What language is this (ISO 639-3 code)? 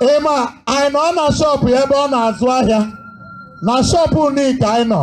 ibo